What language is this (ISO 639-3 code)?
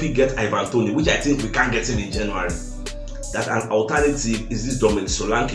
pcm